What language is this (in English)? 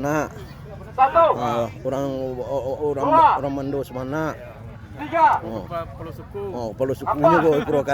Minangkabau